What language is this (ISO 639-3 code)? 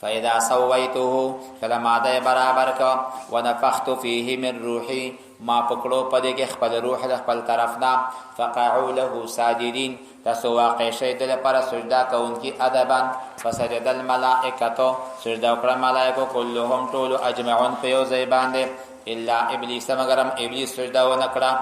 pus